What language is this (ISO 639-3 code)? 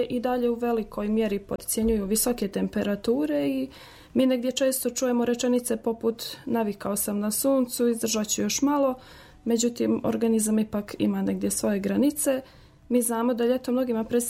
hrv